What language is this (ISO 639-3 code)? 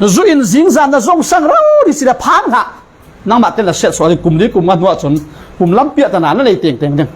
cfm